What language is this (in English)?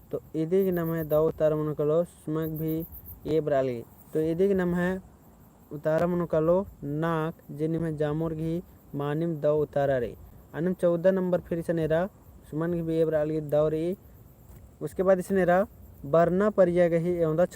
Kurukh